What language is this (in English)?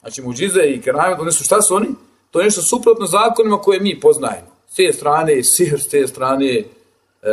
Bosnian